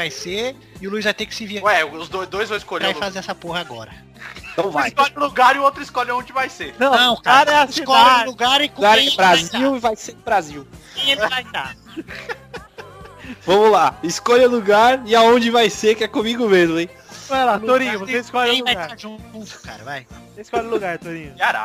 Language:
Portuguese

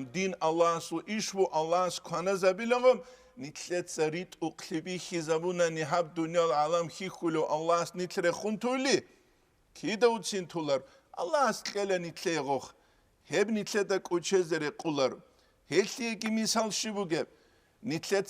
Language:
Avaric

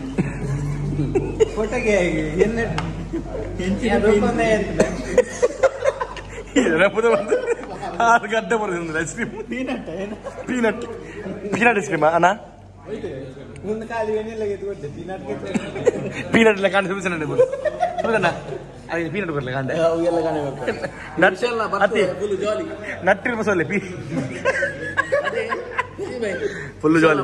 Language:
Tulu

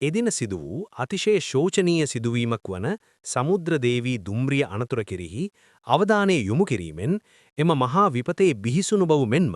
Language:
Sinhala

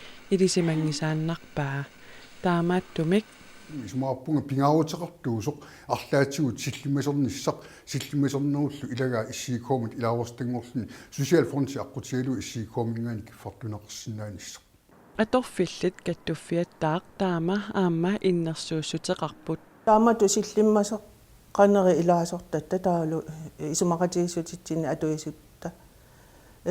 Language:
Kalaallisut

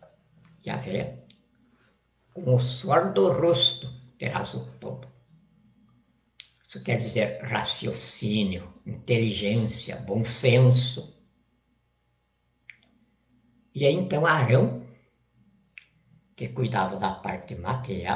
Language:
Portuguese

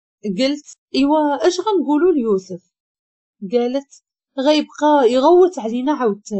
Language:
Moroccan Arabic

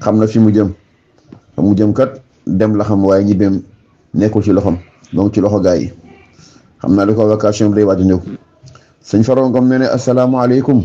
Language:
Wolof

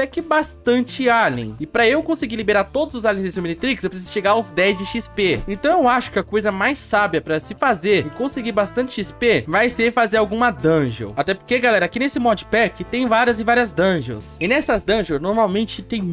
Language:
Portuguese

